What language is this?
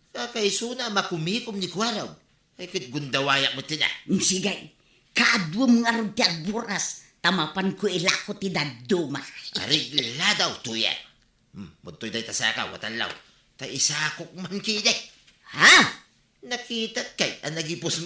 Iloko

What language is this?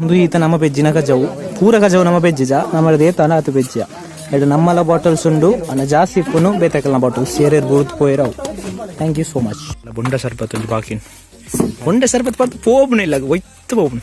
Tulu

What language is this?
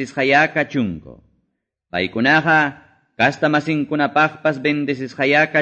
Quechua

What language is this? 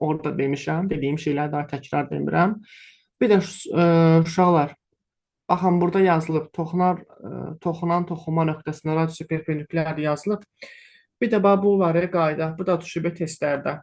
Azerbaijani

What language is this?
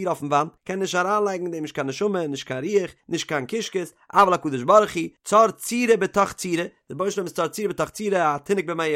Yiddish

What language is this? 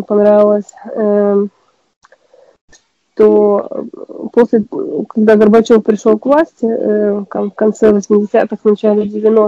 Russian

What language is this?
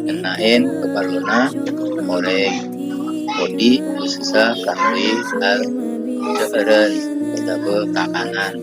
Madurese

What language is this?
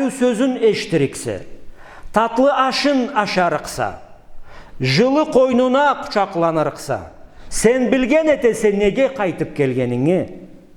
Karachay-Balkar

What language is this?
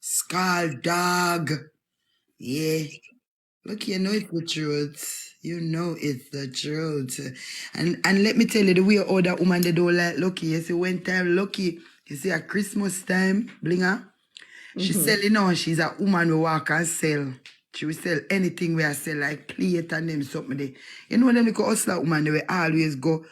Jamaican Creole English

